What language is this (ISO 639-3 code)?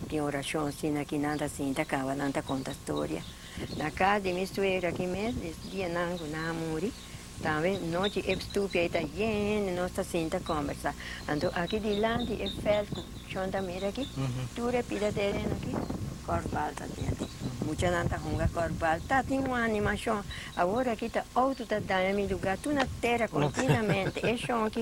pap